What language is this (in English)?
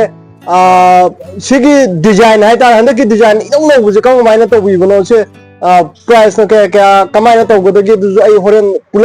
Manipuri